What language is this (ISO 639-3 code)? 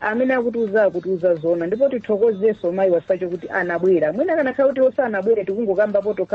nya